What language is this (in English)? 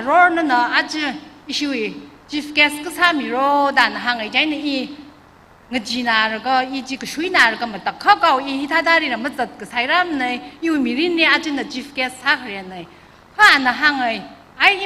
Tangkhul Naga (India)